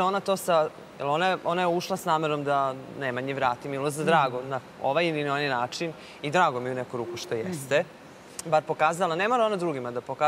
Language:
Serbian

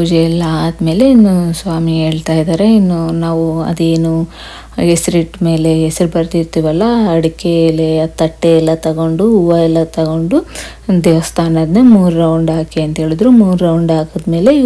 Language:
Kannada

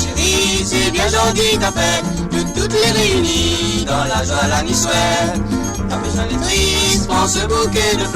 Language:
Morisyen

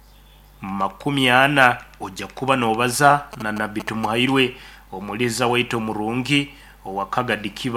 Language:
Nyoro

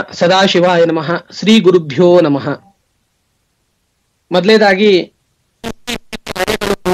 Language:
Kannada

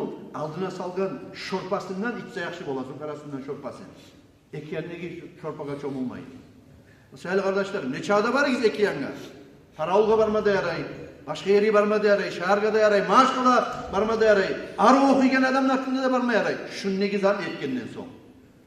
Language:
Kumyk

